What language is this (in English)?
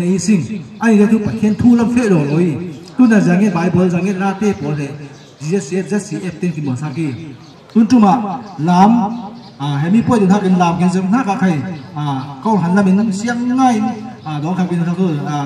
Falam Chin